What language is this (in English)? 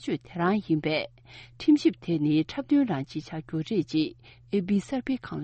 Tibetan